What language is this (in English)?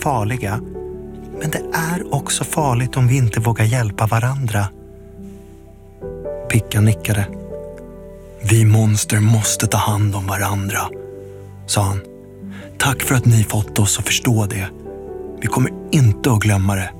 Swedish